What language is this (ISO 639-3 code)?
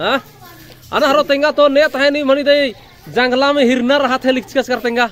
kru